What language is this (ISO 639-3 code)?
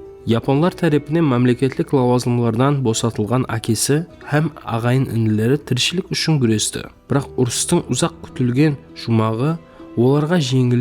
kaa